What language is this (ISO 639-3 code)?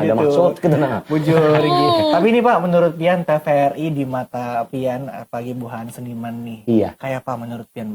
bjn